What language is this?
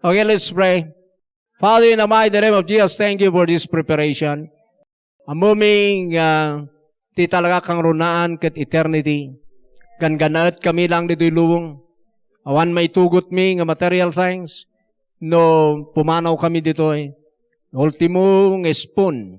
Iloko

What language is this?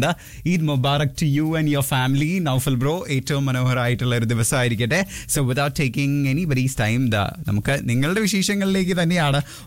Malayalam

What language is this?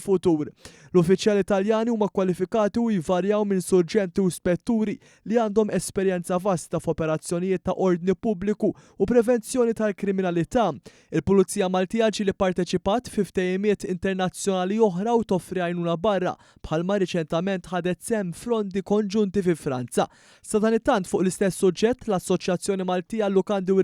Maltese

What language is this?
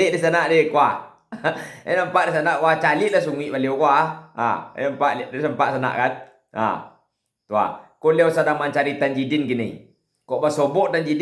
Minangkabau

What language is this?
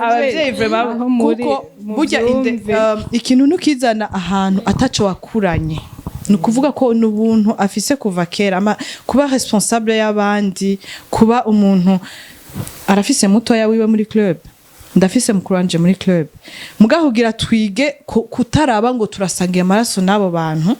Rundi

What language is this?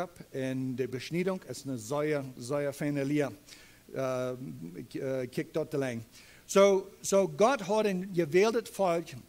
Plautdietsch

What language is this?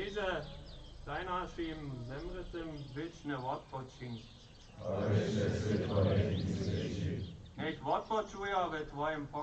Upper Sorbian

